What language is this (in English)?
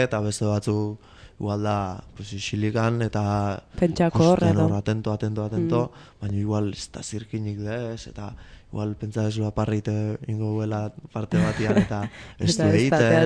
Basque